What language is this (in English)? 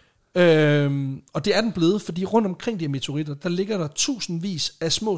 Danish